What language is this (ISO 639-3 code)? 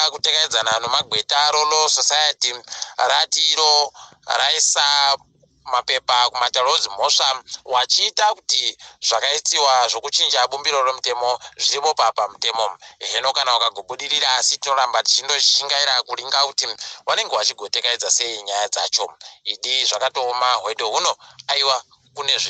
ndc